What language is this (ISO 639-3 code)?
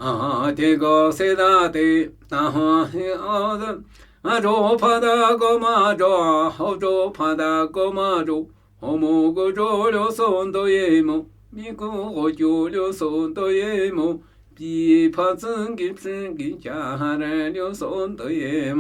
nmy